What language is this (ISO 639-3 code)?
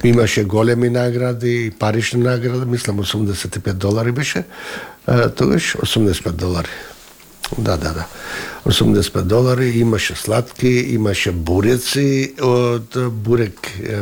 mkd